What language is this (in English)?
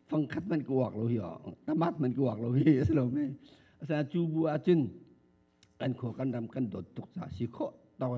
Hakha Chin